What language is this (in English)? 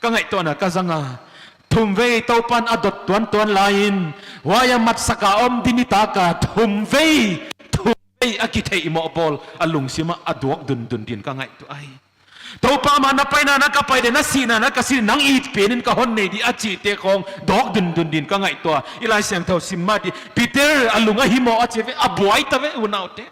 Paite Chin